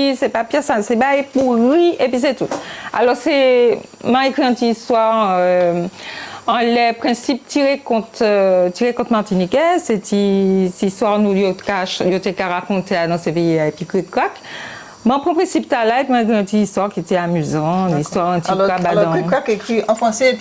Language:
Guadeloupean Creole French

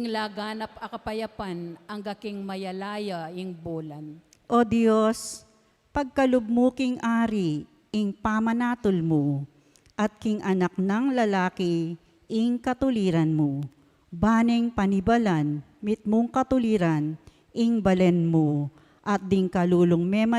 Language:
Pampanga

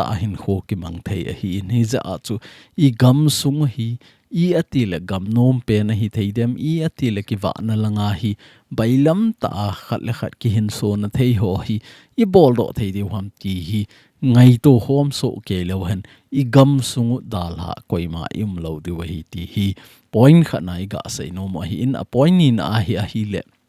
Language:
Thado Chin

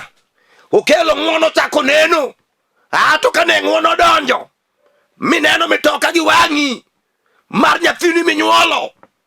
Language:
Luo (Kenya and Tanzania)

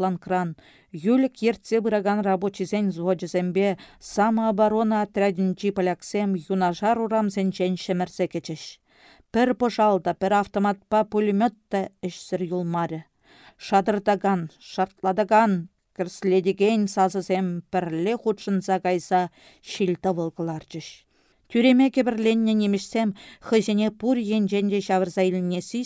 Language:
Chuvash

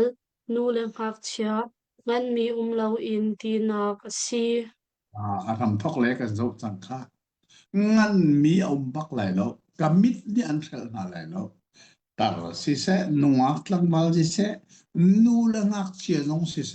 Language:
Hakha Chin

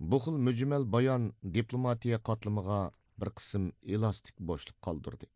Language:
Uyghur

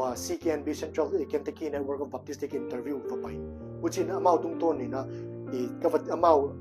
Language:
Paite Chin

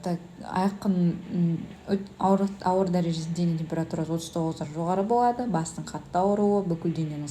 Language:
Kazakh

